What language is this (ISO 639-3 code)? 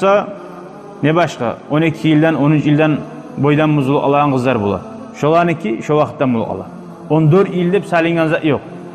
kum